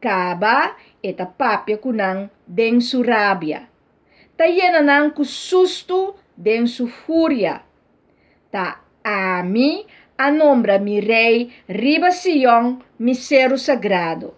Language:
Papiamento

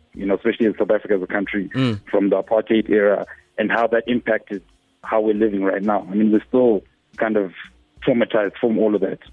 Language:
English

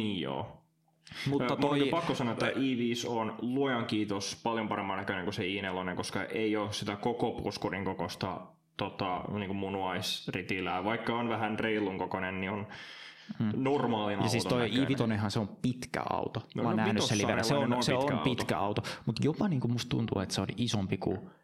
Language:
Finnish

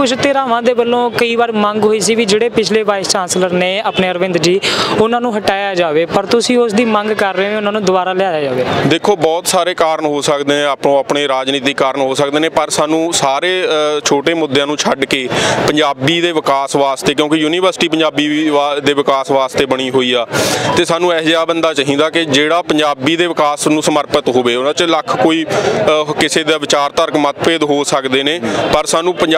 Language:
Punjabi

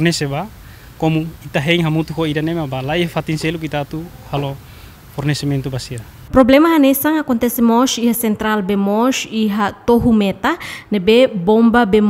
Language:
Tetum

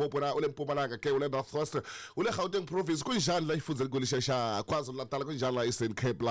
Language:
Tsonga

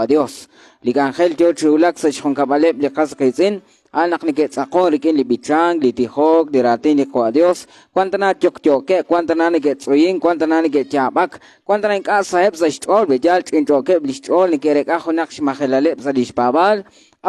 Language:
Kekchí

